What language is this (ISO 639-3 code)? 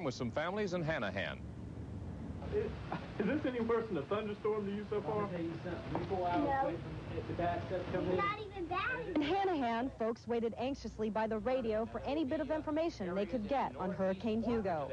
eng